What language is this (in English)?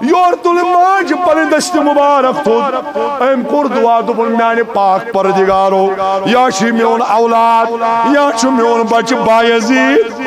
Kashmiri